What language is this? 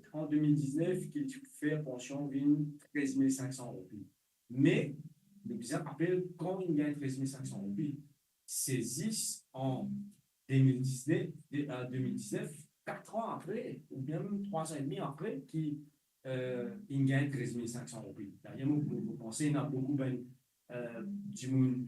Morisyen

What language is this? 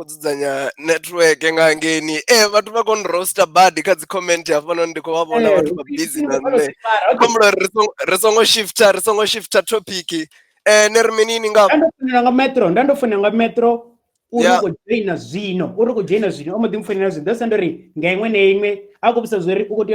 Venda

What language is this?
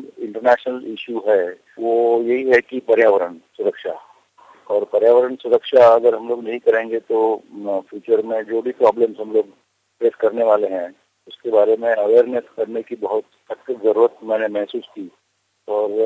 Hindi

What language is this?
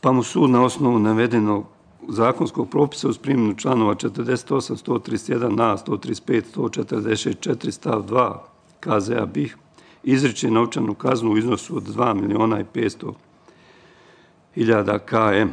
Bosnian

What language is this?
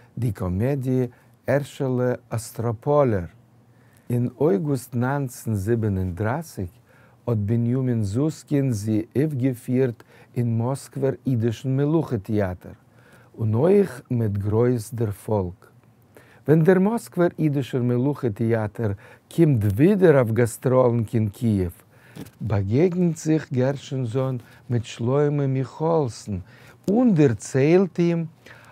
Yiddish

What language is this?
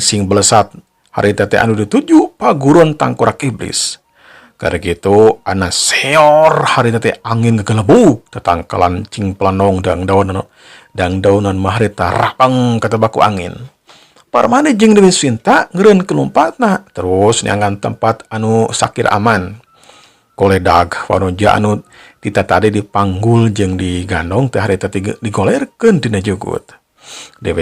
Sundanese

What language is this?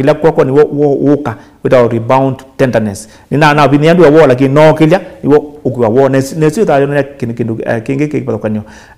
Kamba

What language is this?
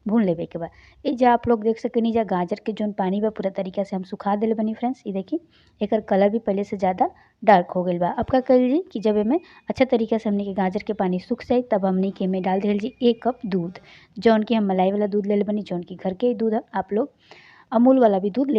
Bhojpuri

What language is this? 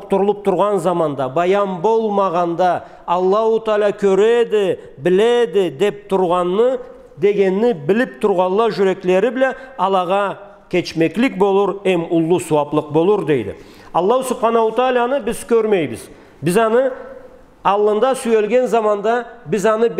Karachay-Balkar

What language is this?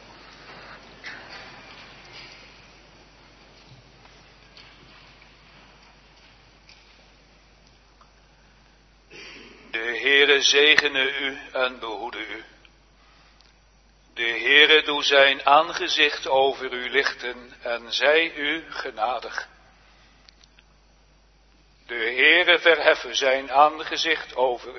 Dutch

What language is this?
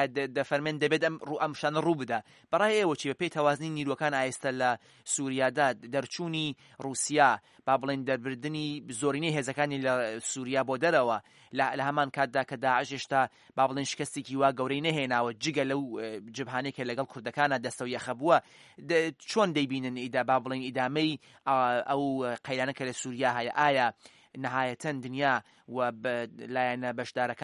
Central Kurdish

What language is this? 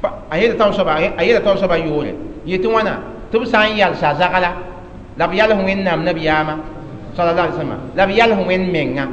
Mossi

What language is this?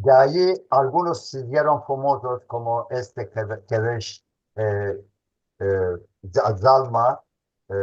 Ladino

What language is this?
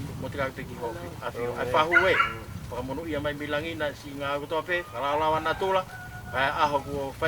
Tongan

